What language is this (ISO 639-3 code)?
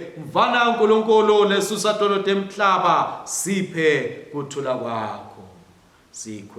ssw